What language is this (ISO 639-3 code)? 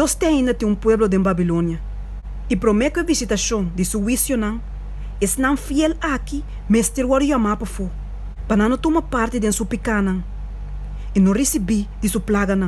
pap